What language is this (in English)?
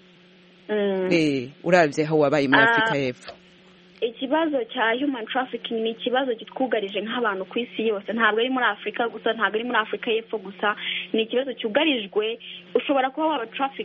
Kinyarwanda